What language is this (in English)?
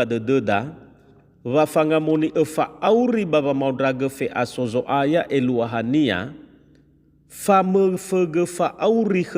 Nias